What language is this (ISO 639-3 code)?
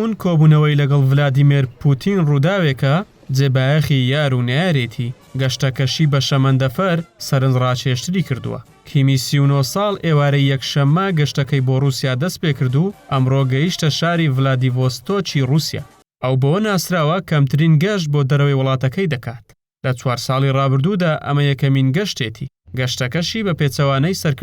ckb